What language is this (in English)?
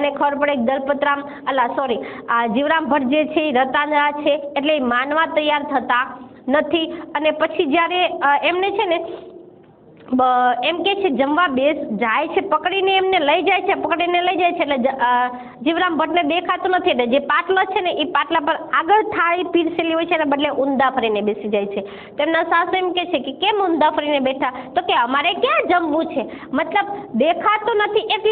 Gujarati